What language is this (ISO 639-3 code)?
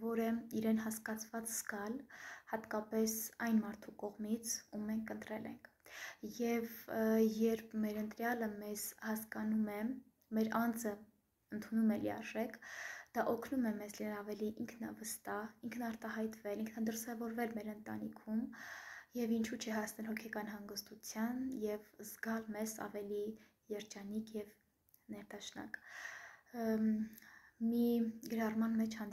hye